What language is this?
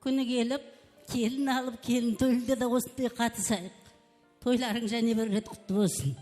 Kara-Kalpak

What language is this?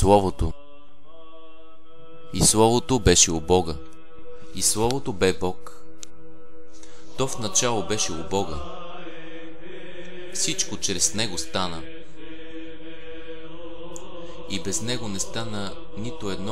Bulgarian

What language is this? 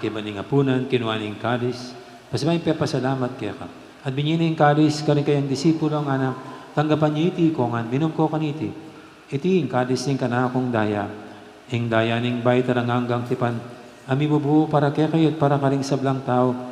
Pampanga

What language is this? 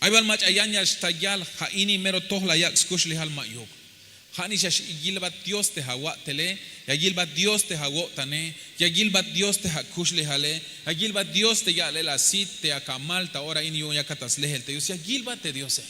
Tzeltal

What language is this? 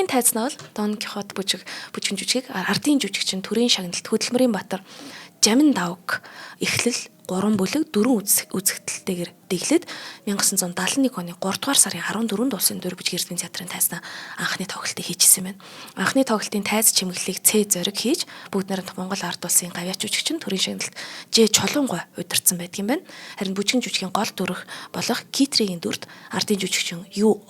Mongolian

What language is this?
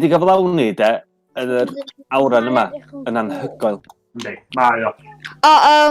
Welsh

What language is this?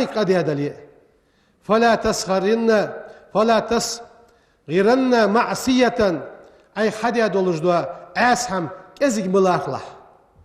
Ingush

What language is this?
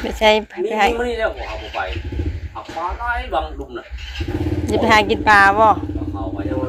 Northeastern Thai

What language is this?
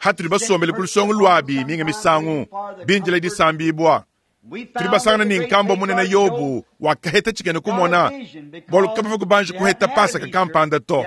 Luba-Lulua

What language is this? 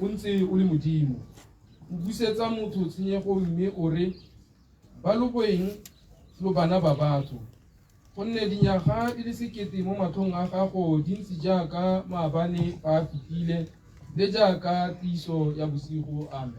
Tswana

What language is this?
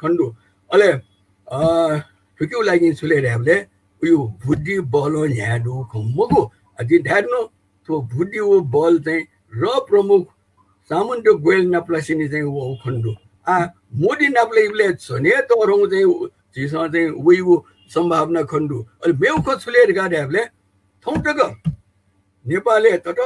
Newari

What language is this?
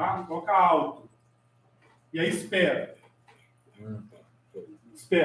Portuguese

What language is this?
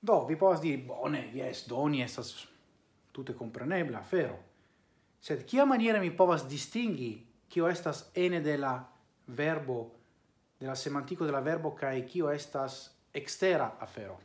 Esperanto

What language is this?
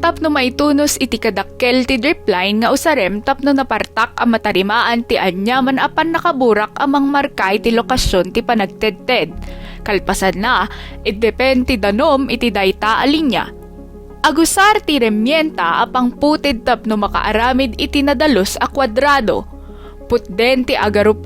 Iloko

